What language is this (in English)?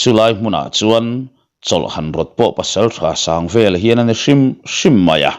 Mizo